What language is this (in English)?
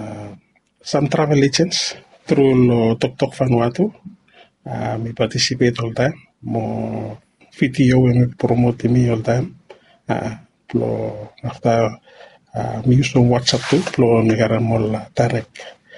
Bislama